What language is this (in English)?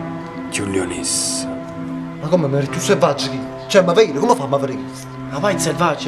Neapolitan